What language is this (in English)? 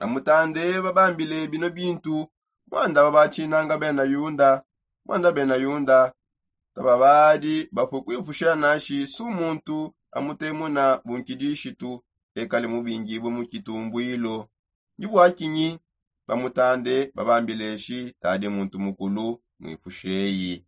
Songe